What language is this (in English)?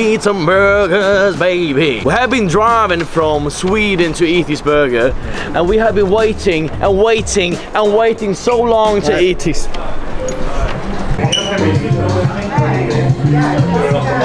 Swedish